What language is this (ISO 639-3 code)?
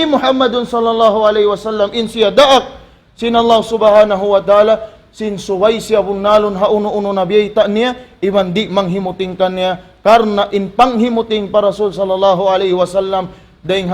tsg